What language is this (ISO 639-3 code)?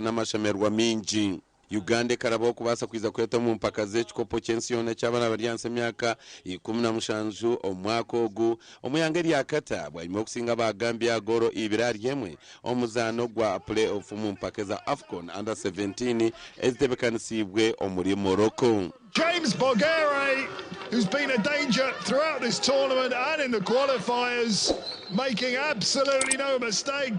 nyn